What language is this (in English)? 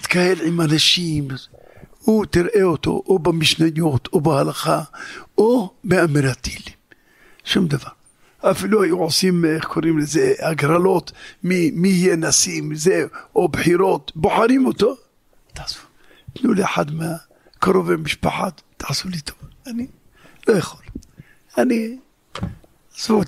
Hebrew